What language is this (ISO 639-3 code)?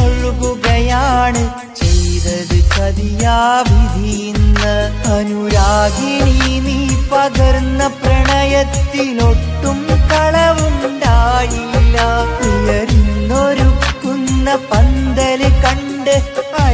mal